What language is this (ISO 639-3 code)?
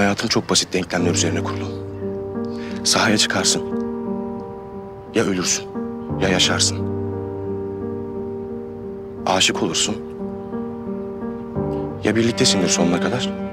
tur